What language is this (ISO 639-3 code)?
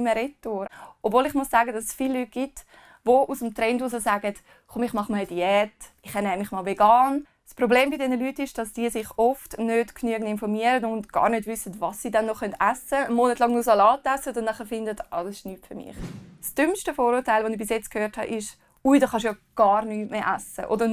gsw